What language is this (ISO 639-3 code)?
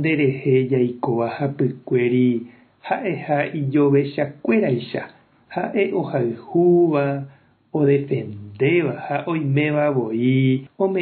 grn